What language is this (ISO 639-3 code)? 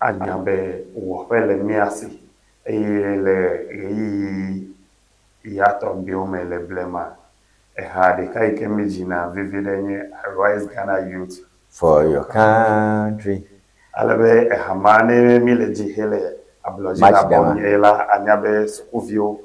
ewe